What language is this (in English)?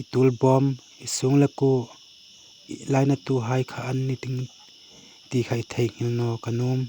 Hmar